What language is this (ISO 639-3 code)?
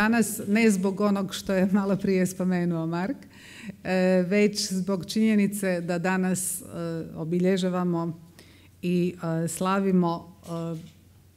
hrv